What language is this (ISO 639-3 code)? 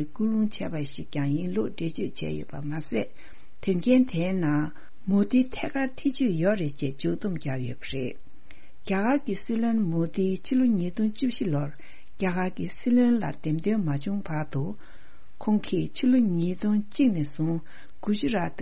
bod